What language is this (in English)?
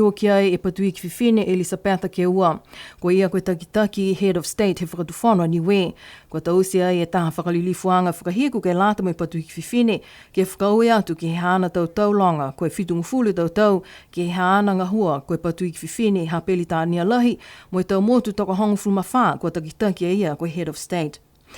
Niuean